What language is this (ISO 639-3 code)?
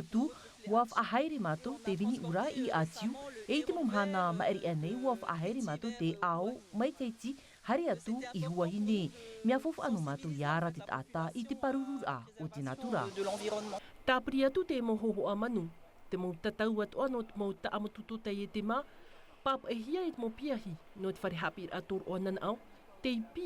tah